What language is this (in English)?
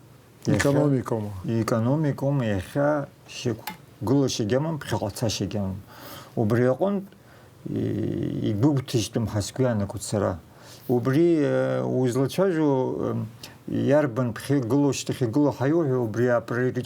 Abkhazian